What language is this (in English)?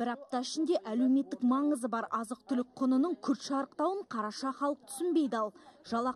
Kazakh